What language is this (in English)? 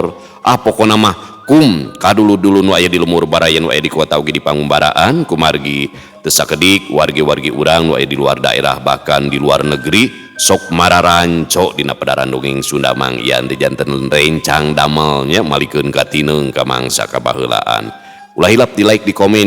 Sundanese